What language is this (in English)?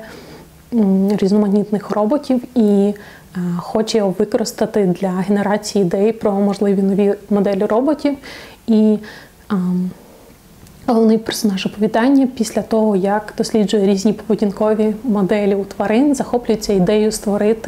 Ukrainian